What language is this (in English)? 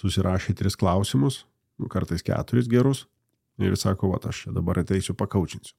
Lithuanian